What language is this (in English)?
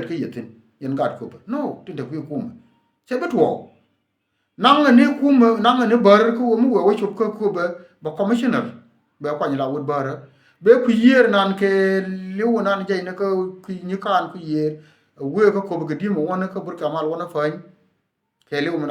Nuer